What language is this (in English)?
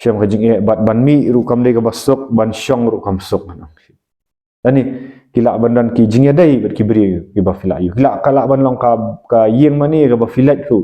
Khasi